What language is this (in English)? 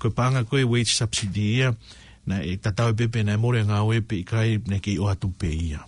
Tongan